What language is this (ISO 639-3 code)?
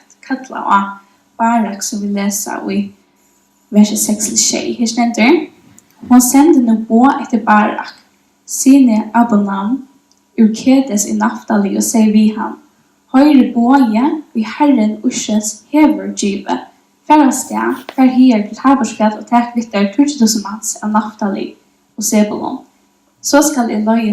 fao